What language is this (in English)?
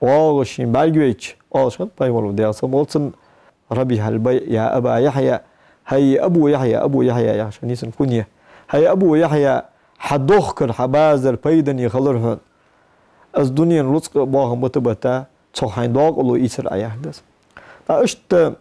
Ingush